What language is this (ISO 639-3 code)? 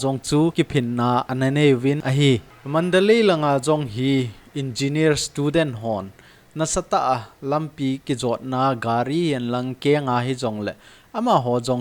tcz